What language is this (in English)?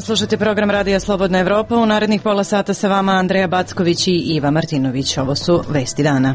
Serbian